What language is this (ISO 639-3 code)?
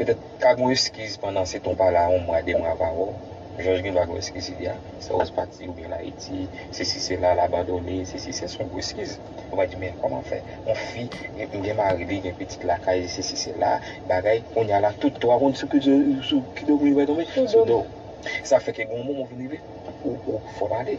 hat